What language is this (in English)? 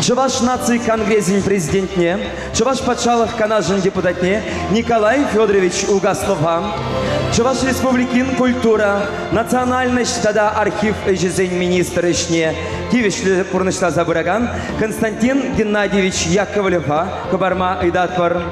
Chuvash